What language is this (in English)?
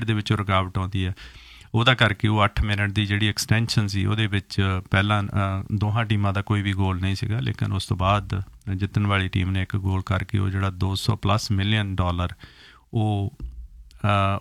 Punjabi